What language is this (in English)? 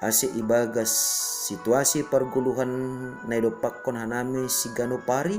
Batak Simalungun